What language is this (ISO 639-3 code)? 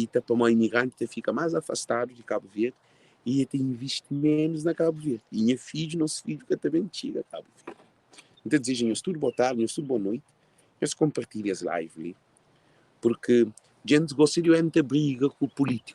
kea